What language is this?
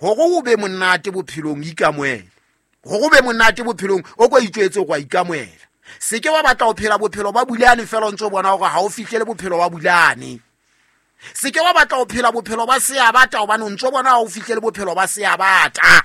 Southern Sotho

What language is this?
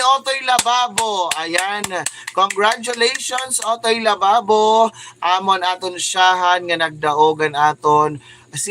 Waray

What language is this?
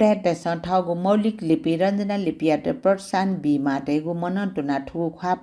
Newari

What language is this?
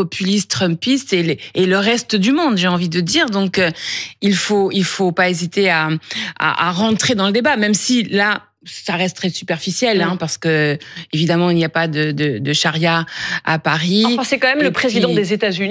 French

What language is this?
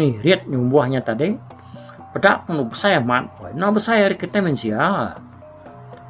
Iban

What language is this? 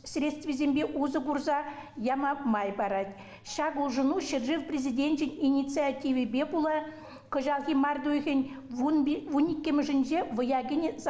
Chuvash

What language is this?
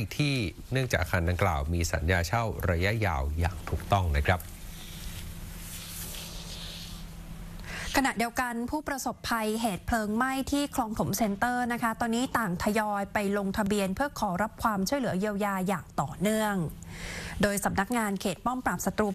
Thai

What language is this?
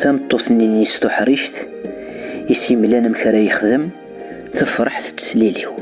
Kabyle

